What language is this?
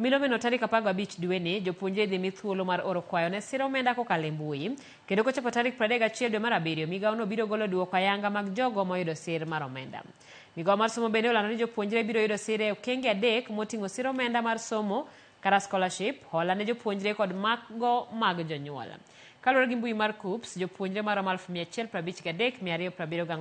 Luo (Kenya and Tanzania)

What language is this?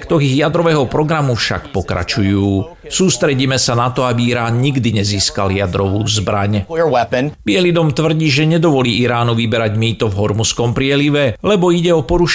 Slovak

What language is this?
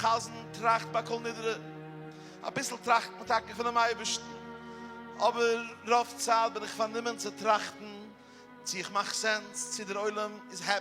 Yiddish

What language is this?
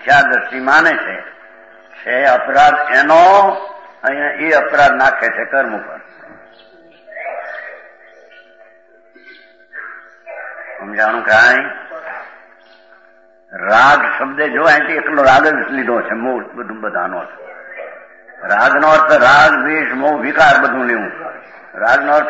Gujarati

